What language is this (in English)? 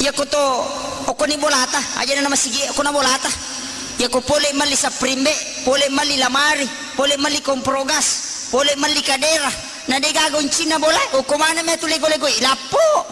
Buginese